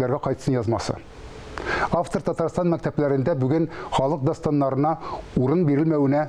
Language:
Tatar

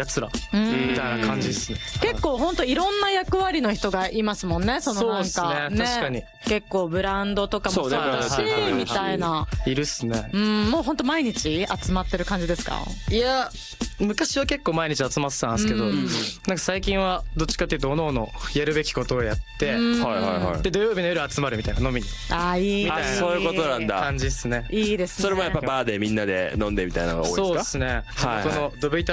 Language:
Japanese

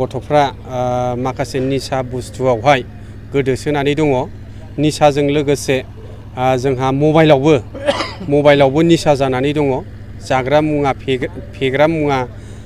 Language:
Bodo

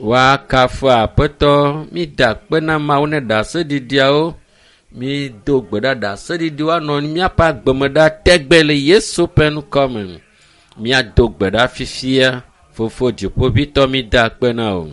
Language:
Ewe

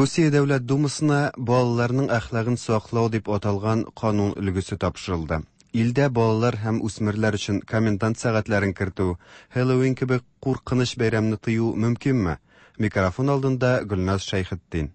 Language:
Tatar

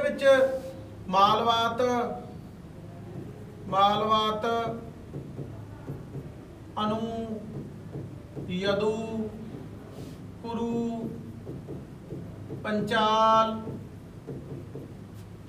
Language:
Punjabi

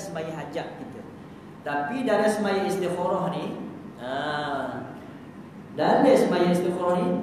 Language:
Malay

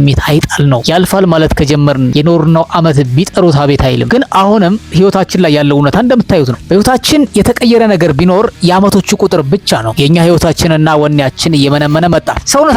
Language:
Amharic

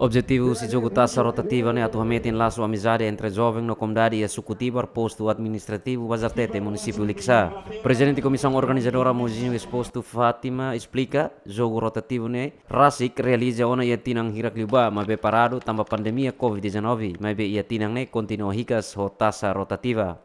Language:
Tetum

